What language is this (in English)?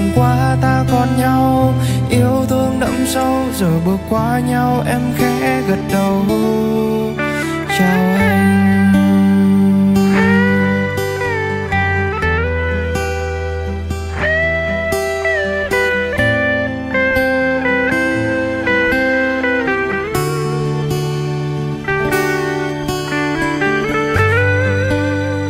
Vietnamese